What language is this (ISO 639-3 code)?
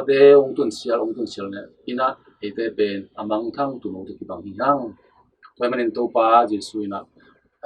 ctd